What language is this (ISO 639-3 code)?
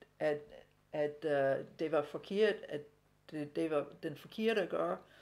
dan